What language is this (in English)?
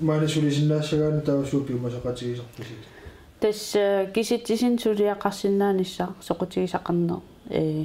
Kalaallisut